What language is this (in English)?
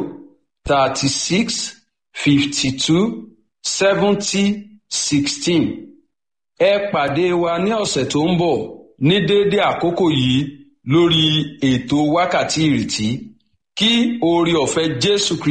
Yoruba